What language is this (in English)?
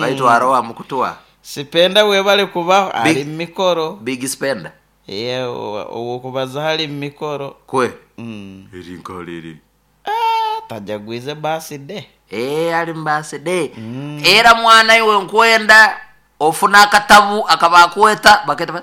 Nyoro